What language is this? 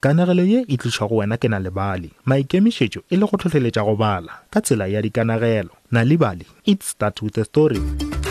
Northern Sotho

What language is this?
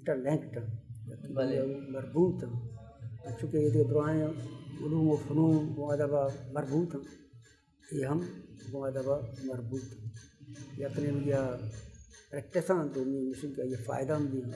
Baluchi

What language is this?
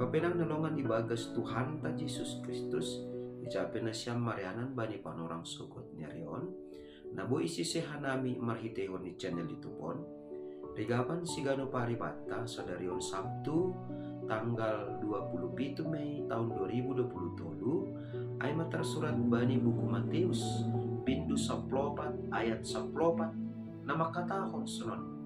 Batak Simalungun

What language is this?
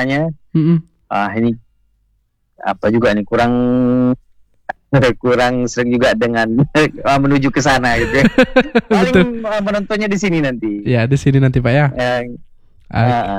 Indonesian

